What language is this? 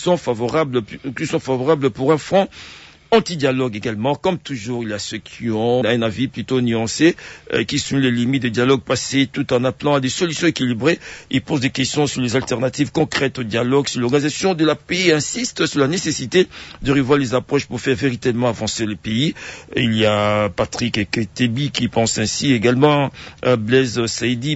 French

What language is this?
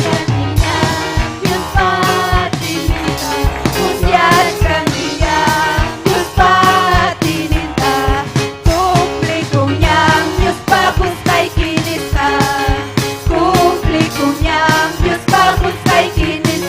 Ayacucho Quechua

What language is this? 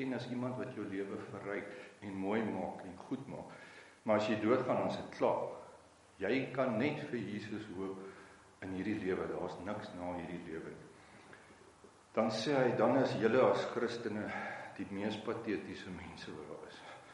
Afrikaans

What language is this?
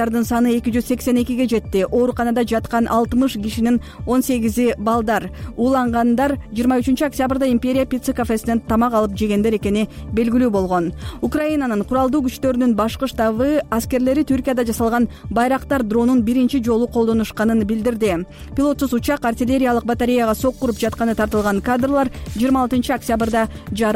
Kyrgyz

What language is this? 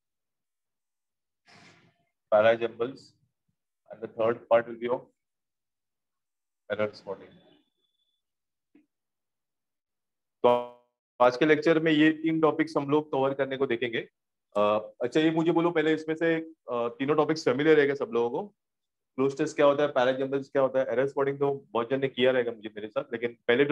Hindi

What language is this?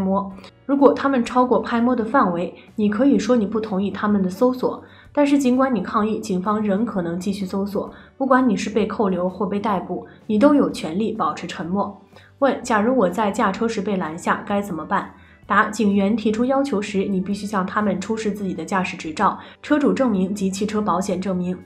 Chinese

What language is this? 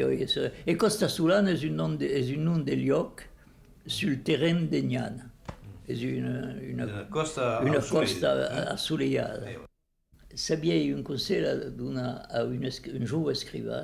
Occitan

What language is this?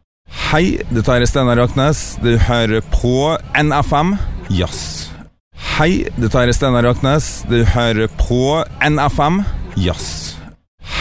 Norwegian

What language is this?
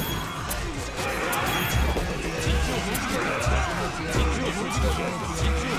Japanese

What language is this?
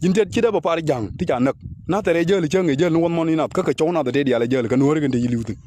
Nuer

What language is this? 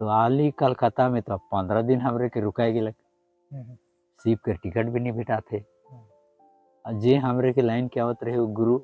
Sadri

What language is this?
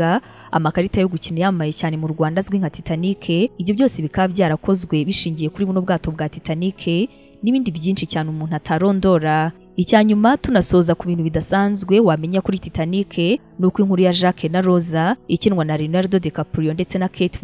Kinyarwanda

